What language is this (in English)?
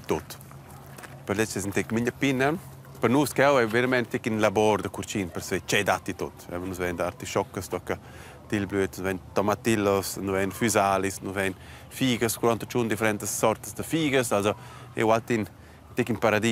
Romansh